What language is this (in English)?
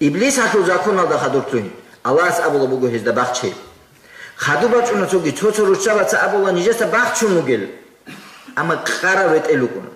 Avaric